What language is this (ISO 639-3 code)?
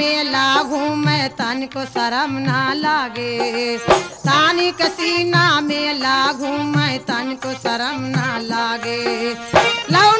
bho